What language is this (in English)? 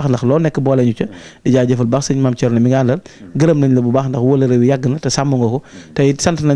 Wolof